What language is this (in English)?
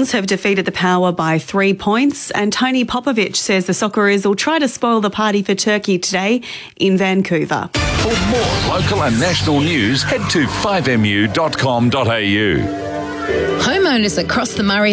English